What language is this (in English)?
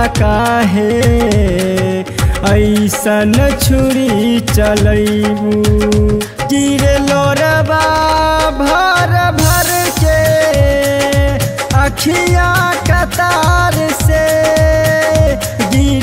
Bhojpuri